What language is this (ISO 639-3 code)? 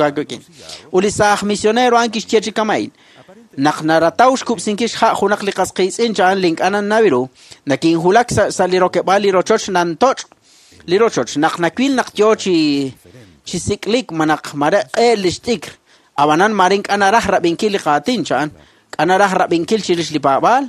kek